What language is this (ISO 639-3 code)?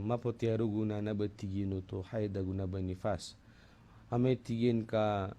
mrw